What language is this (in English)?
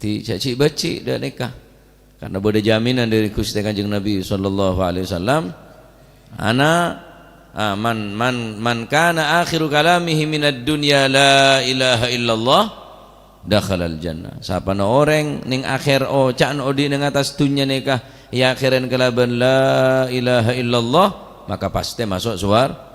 Madurese